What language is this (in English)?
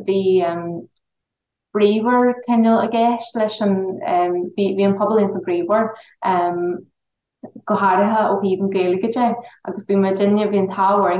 Irish